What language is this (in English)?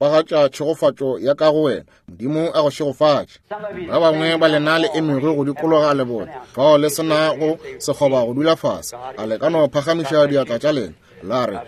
Northern Sotho